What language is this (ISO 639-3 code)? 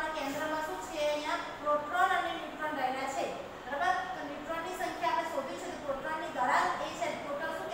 guj